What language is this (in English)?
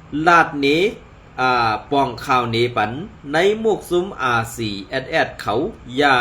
Shan